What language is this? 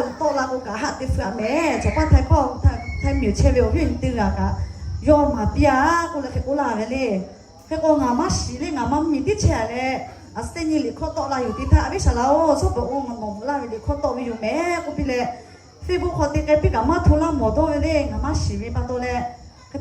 Lahu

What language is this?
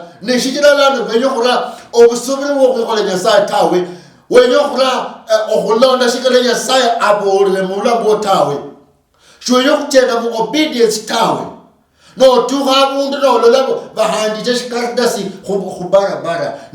Luyia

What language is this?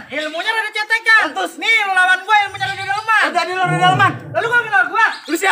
Betawi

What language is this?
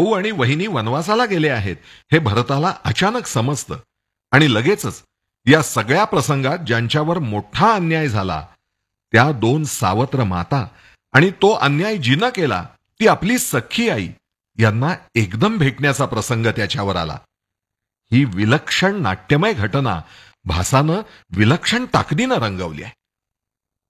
Marathi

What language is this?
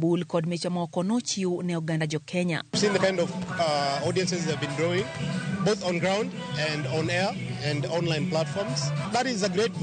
Luo (Kenya and Tanzania)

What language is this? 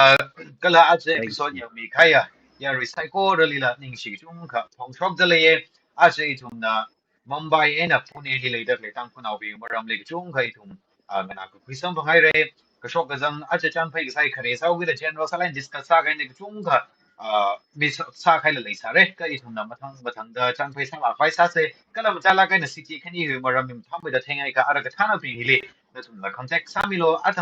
Tangkhul Naga (India)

